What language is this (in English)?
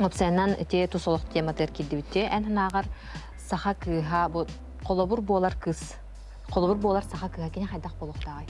Yakut